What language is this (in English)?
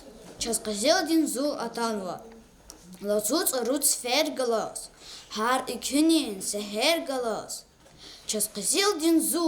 Lezghian